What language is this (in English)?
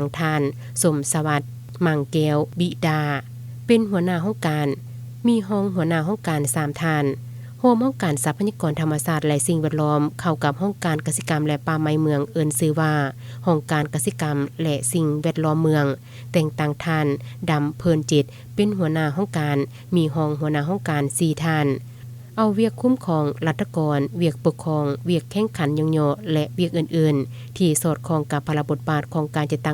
Lao